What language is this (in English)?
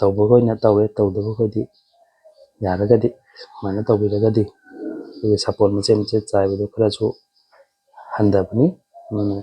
Manipuri